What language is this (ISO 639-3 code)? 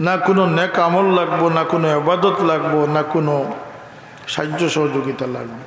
syl